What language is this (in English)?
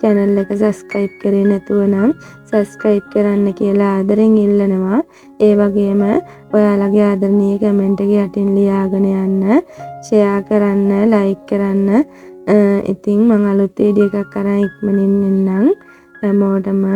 Sinhala